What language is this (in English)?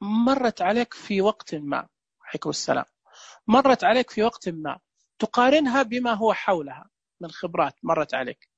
Najdi Arabic